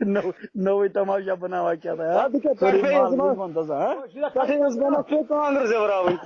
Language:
Kashmiri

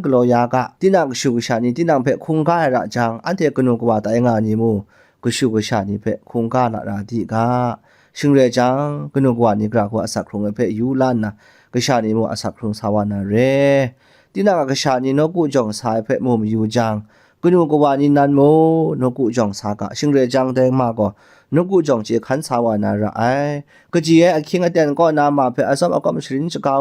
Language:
Kachin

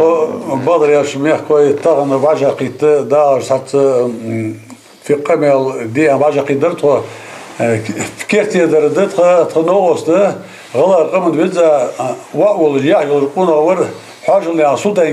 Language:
Ingush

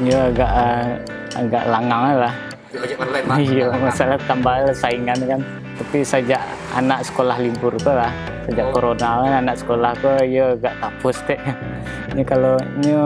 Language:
Minangkabau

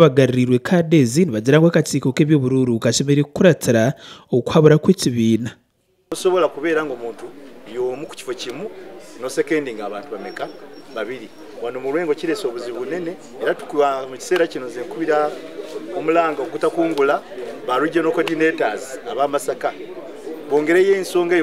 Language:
Nyankole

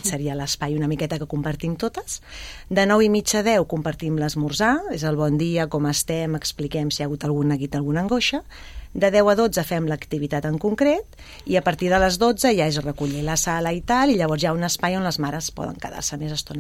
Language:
Catalan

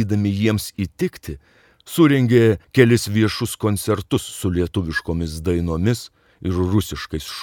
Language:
Lithuanian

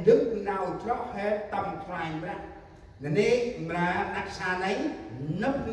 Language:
Central Mnong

